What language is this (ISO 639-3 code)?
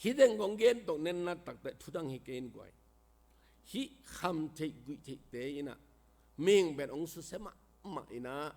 ctd